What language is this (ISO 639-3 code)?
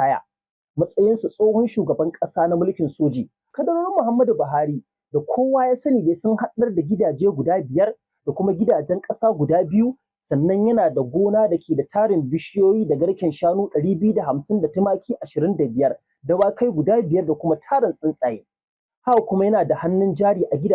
hau